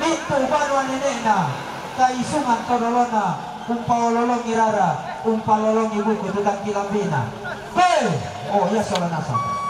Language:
Toraja-Sa'dan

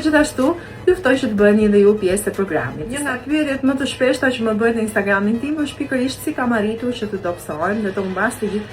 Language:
Albanian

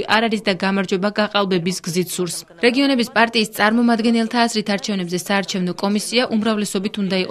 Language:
Georgian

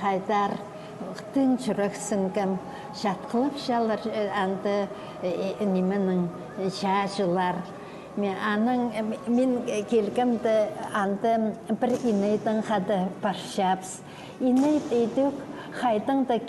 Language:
Khakas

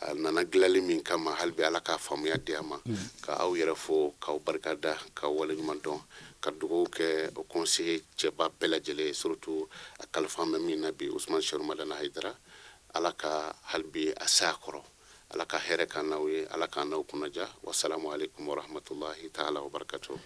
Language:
Bambara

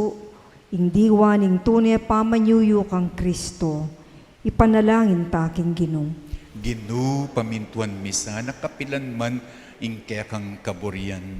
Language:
Pampanga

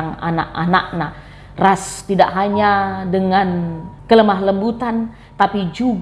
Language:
Batak Karo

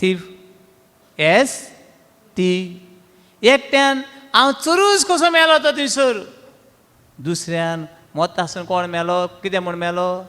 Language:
Konkani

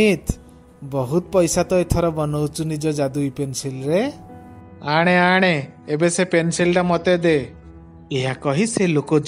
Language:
Odia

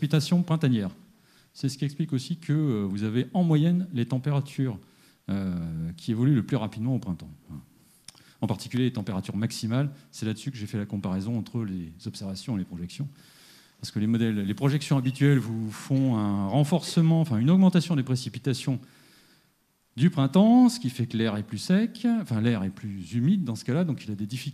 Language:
French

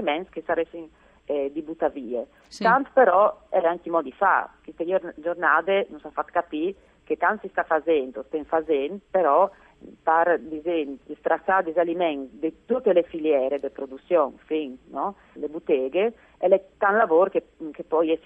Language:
Friulian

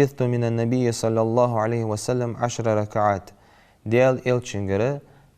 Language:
Ingush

